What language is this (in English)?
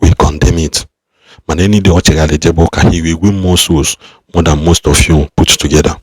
Igbo